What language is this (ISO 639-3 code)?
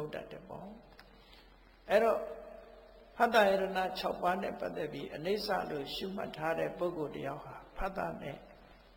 mya